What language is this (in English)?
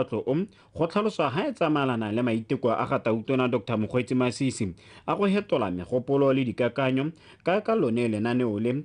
Tswana